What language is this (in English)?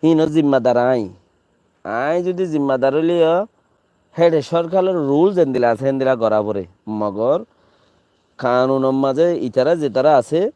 Rohingya